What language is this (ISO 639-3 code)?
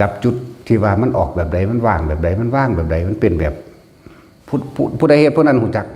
tts